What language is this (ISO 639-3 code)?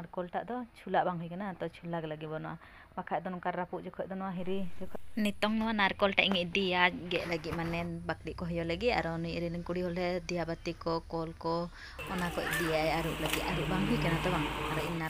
sat